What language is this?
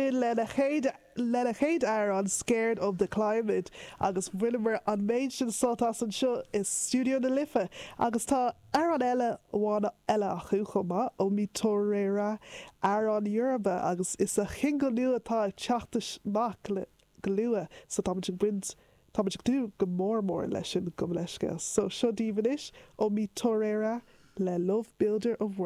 Irish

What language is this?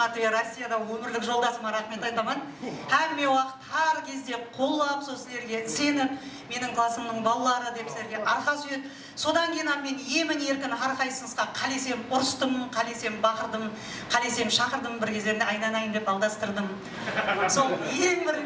Kara-Kalpak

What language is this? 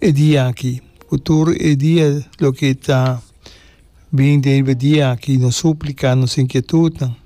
Papiamento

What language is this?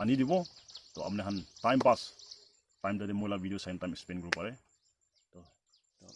Naga Pidgin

